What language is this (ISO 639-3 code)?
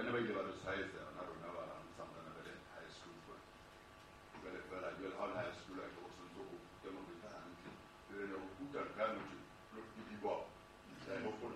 sot